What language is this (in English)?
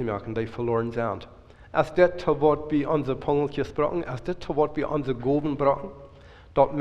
Plautdietsch